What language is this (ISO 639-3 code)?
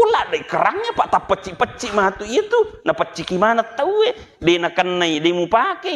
bug